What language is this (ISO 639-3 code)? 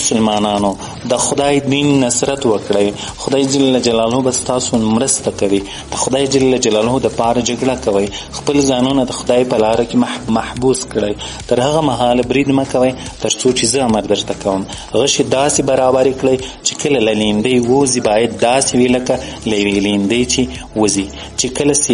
pus